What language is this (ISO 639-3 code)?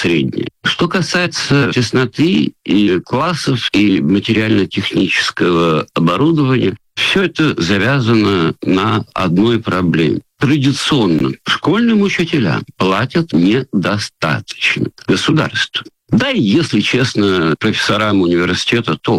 rus